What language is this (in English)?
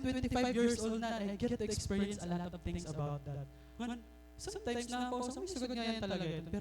Waray